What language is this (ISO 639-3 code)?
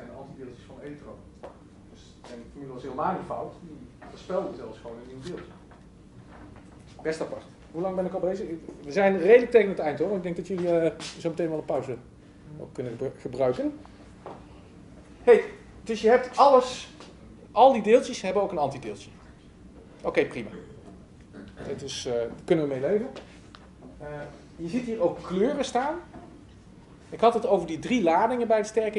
nld